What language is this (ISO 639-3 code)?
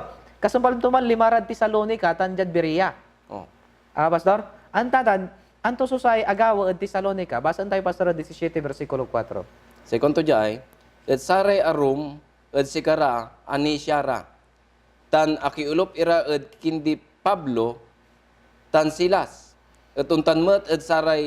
pag